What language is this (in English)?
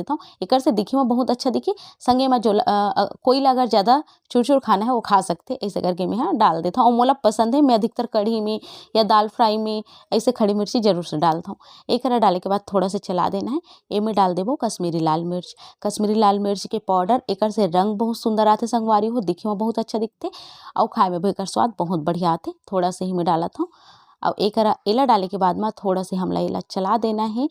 Chhattisgarhi